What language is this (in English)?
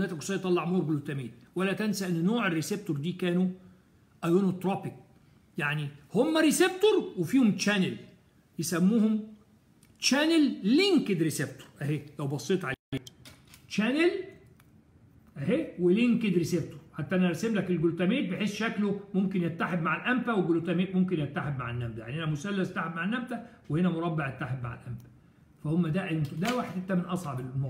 Egyptian Arabic